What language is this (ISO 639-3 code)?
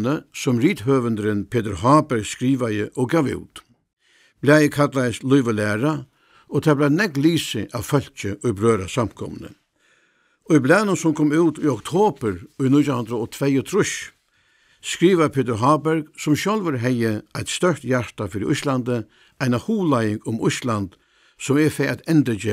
fao